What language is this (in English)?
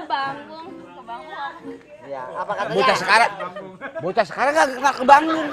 Betawi